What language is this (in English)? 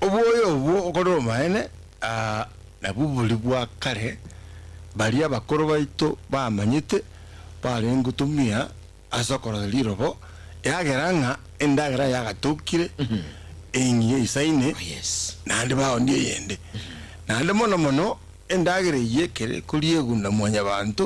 Gusii